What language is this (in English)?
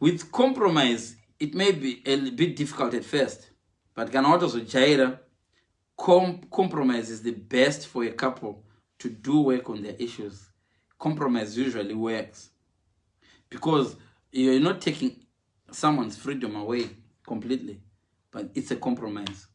Shona